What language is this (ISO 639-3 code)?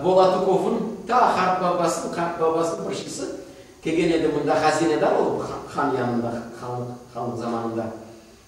crh